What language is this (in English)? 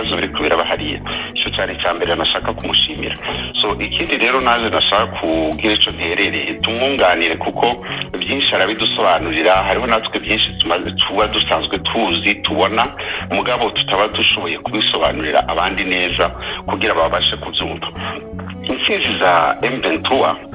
Kinyarwanda